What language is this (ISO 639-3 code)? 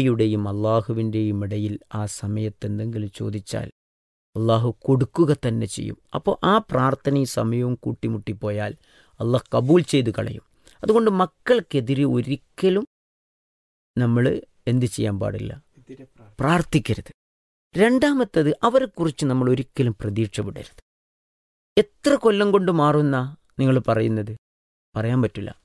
mal